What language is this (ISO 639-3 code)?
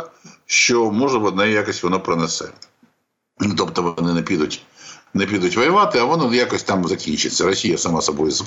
ukr